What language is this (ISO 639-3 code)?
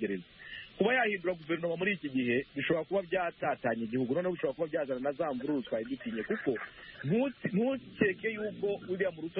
kin